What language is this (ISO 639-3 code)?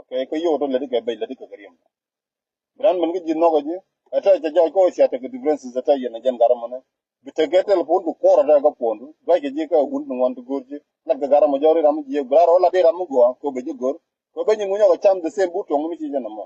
nus